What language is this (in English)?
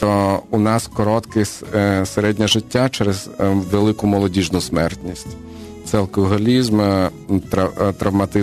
Ukrainian